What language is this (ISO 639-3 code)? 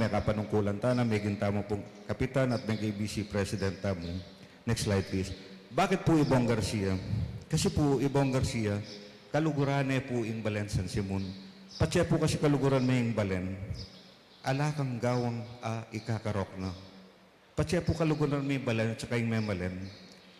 pam